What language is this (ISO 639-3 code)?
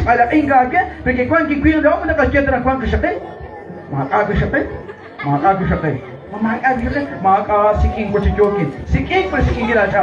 kek